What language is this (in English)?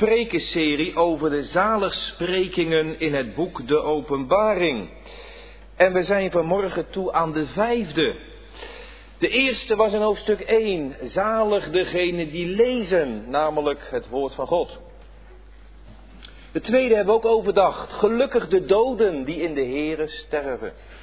Dutch